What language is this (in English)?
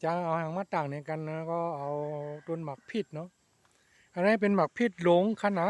Shan